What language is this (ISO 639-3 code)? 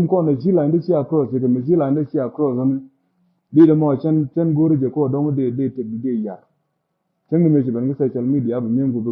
nus